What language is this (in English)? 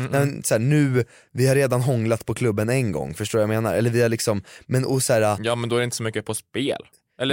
Swedish